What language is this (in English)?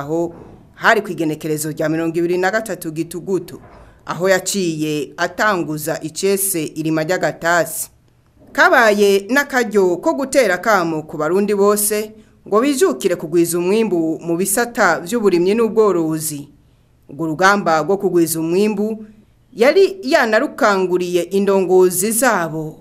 Rundi